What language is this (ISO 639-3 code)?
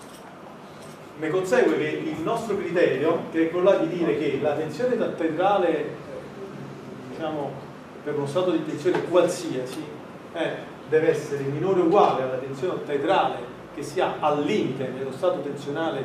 ita